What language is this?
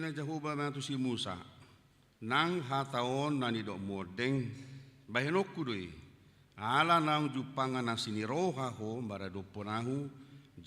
Batak Toba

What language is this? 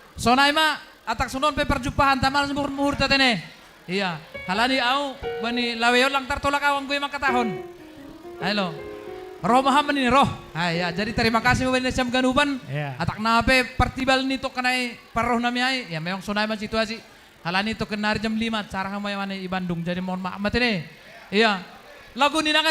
Batak Simalungun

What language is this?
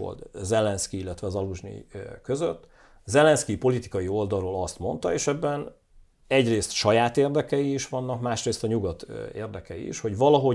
Hungarian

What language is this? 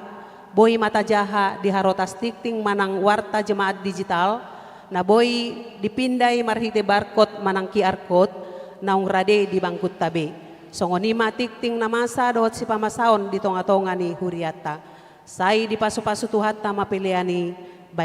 Batak Toba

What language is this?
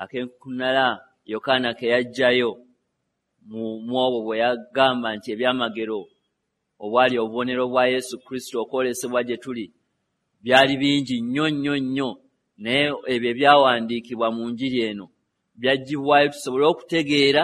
Ganda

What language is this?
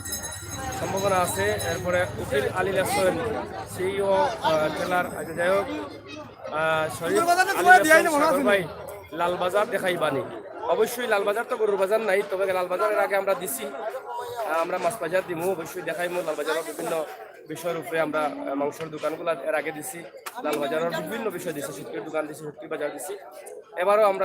Sylheti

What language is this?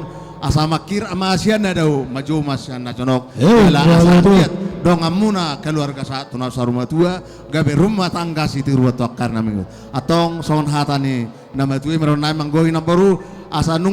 Batak Toba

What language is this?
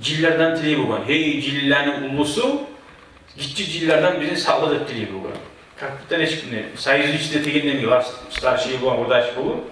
Kumyk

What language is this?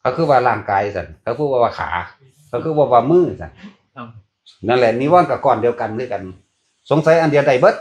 Northeastern Thai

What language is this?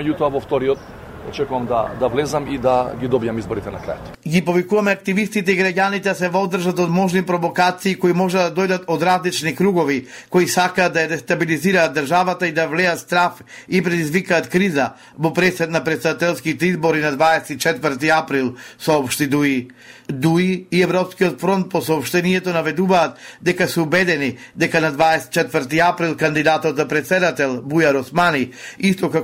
Macedonian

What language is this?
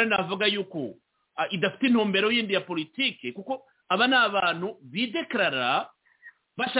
Kinyarwanda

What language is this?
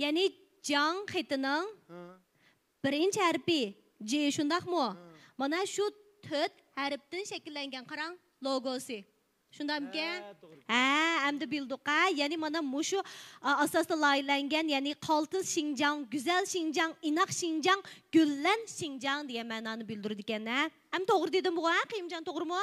Uyghur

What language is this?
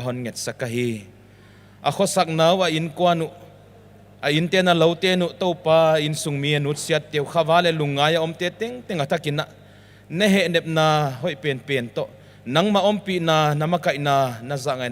Paite Chin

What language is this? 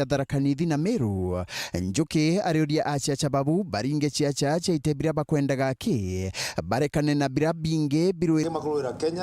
Meru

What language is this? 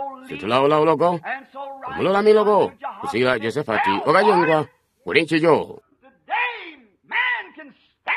Tonga (Zambia)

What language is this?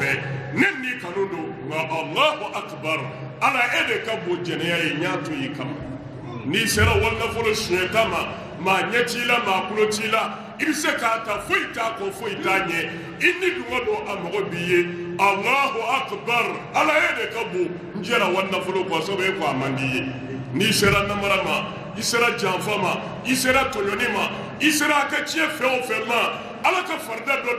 Bambara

